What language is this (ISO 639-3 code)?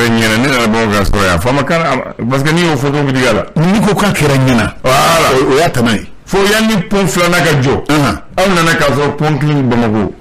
bam